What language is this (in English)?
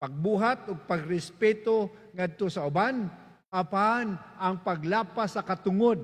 Cebuano